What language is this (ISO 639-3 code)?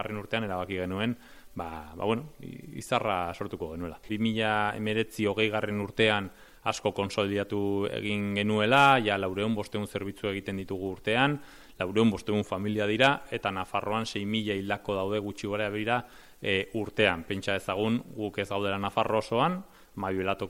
eus